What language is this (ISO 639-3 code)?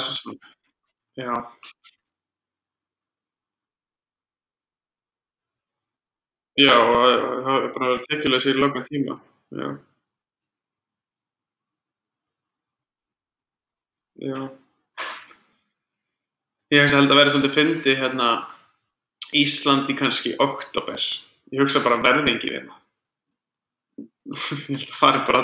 isl